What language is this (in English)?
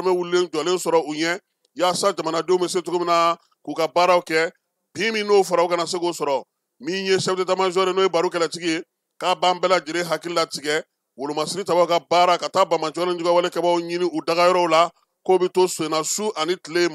Bambara